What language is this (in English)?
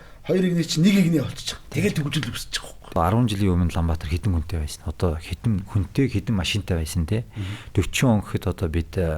Mongolian